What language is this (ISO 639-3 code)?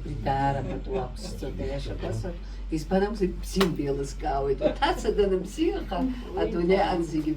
abk